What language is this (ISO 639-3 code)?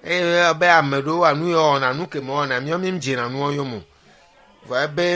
ewe